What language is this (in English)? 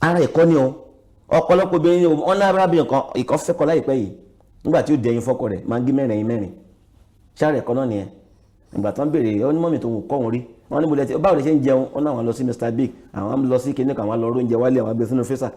Yoruba